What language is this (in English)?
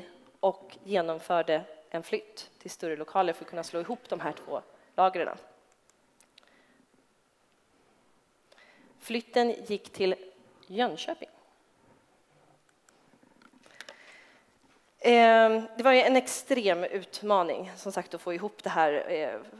Swedish